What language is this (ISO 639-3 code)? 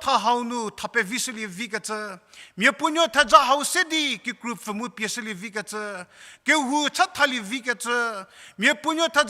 njm